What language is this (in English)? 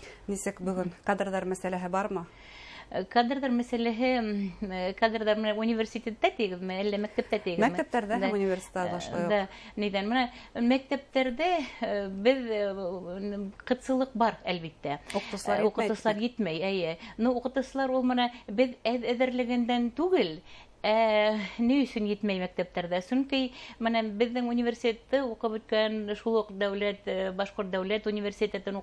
Bashkir